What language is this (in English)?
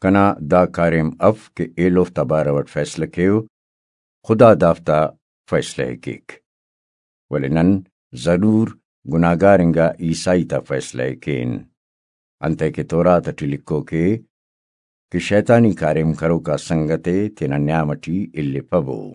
Brahui